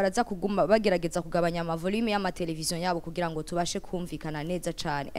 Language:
Rundi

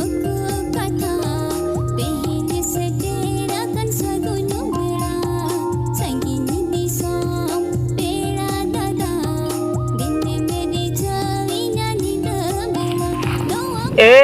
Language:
Santali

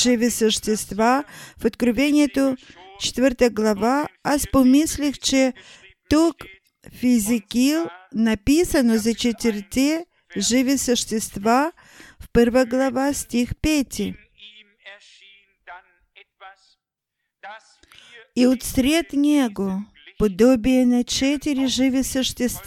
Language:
Bulgarian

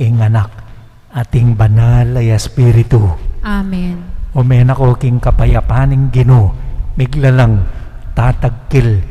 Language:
Pampanga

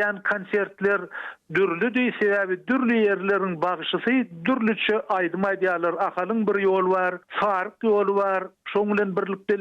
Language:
Turkmen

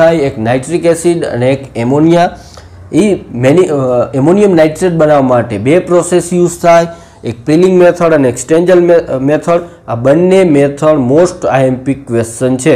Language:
Gujarati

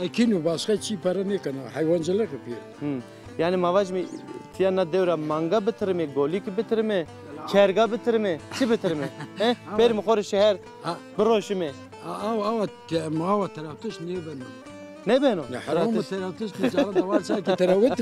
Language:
Zaza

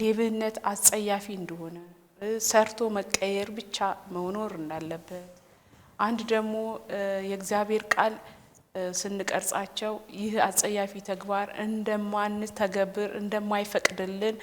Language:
Amharic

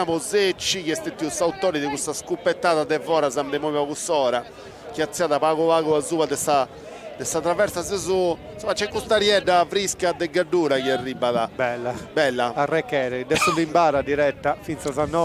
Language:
Sardinian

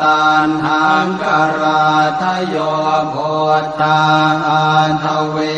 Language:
Pali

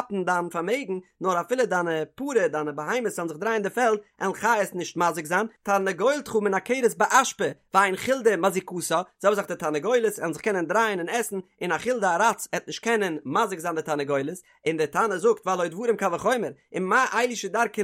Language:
Yiddish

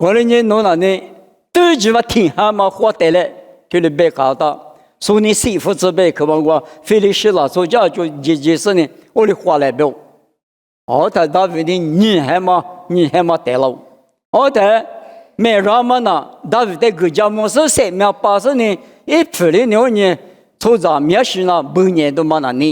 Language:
Lisu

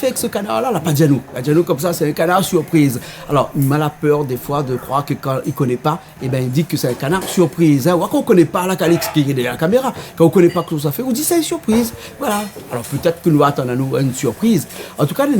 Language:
Réunion Creole French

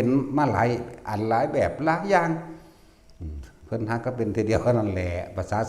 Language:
Northeastern Thai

